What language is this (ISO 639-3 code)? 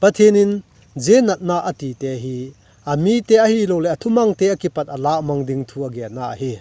vap